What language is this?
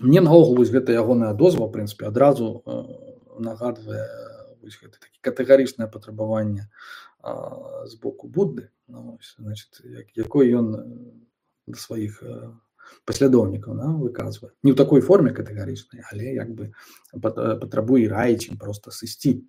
Belarusian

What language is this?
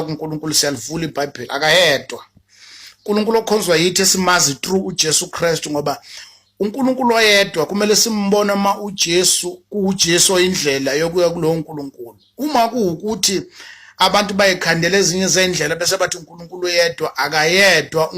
Zulu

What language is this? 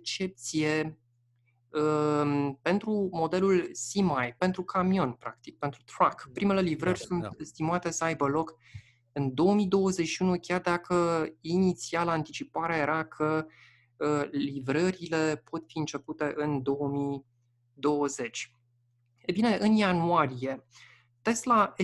Romanian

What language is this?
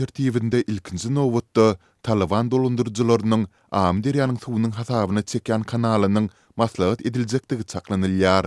Turkmen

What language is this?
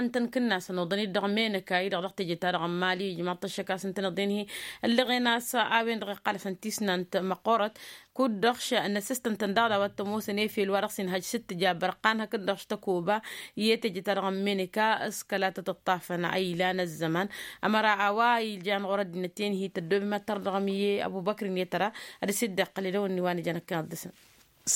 Tamasheq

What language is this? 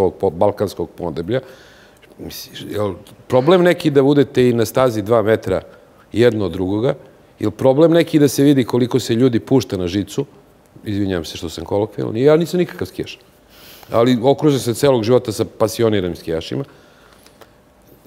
Serbian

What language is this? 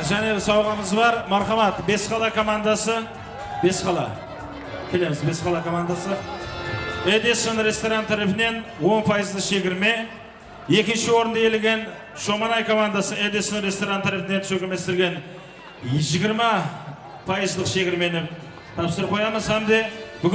Kara-Kalpak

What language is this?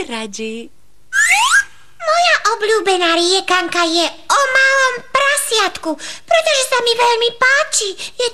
Slovak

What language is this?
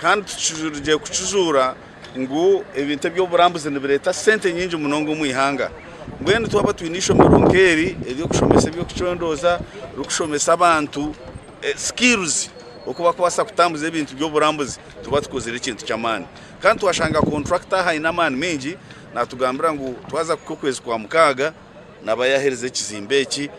Nyankole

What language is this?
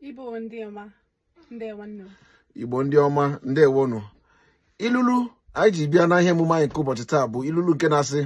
Igbo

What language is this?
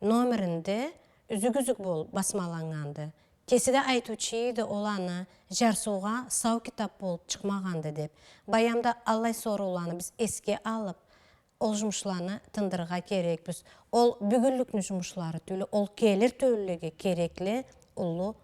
Karachay-Balkar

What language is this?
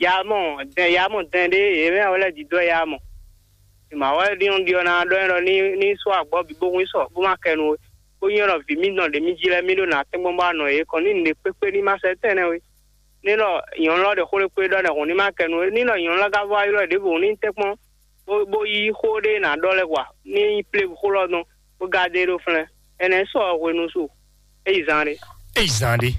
Fon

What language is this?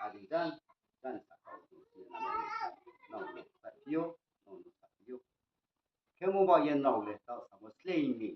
Riang (India)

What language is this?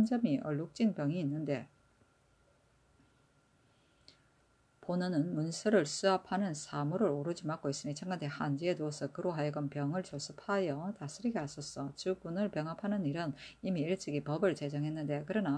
Korean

